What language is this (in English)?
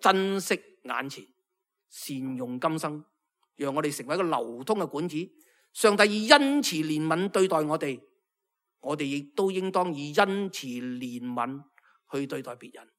Cantonese